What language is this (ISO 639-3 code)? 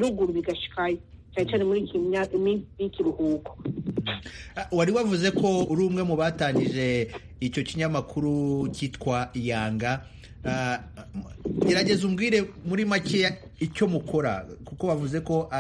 kin